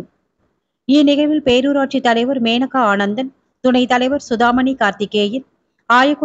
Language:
Tamil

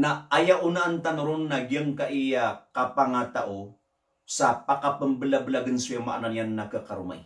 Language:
Maranao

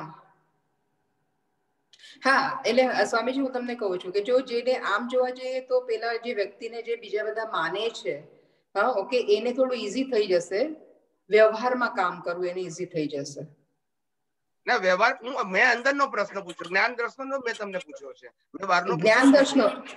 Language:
Gujarati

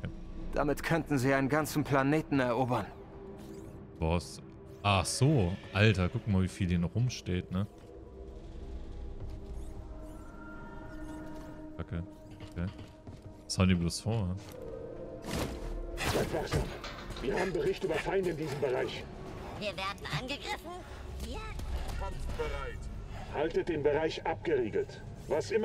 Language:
German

